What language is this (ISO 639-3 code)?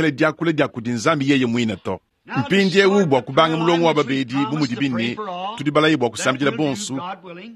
lua